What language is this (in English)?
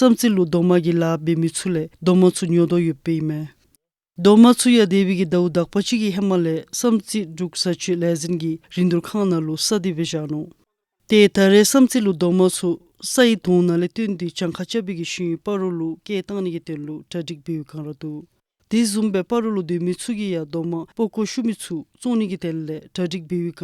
Dzongkha